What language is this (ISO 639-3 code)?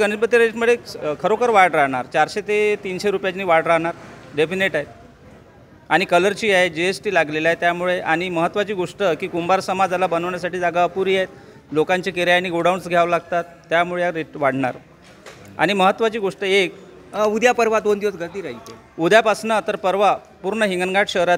mar